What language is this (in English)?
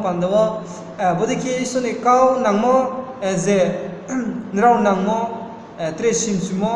Riang (India)